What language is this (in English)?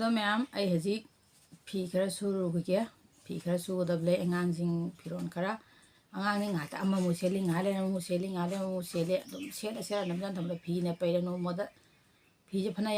Manipuri